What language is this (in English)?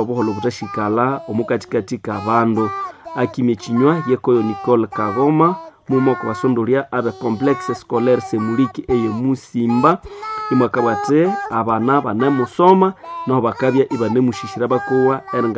Nande